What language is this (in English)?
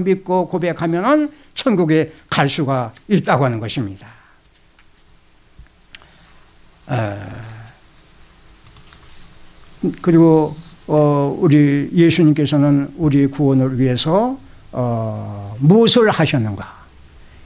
Korean